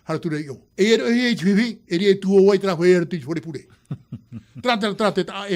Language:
Tahitian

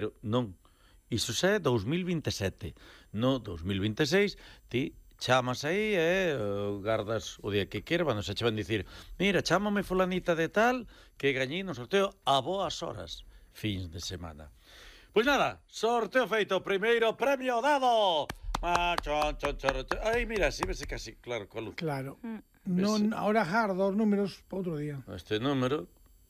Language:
Galician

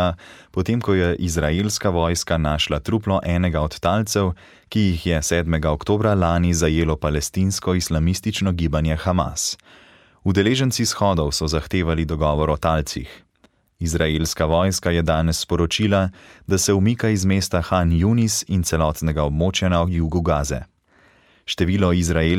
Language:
Slovenian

